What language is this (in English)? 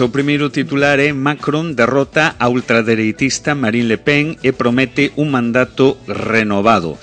Galician